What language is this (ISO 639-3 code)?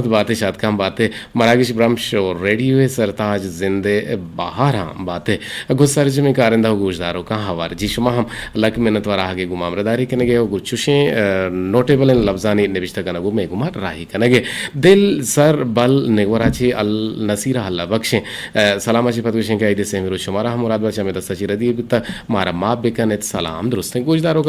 bgp